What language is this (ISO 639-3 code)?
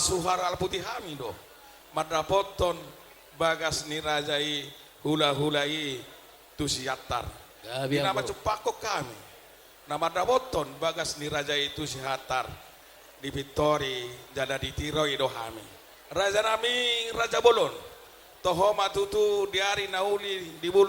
bbc